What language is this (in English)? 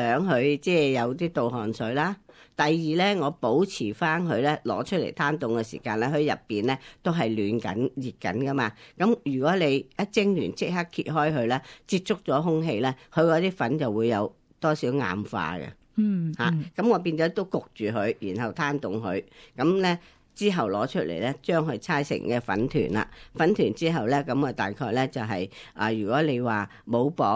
Cantonese